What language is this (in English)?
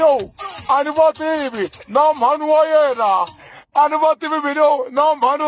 Tsonga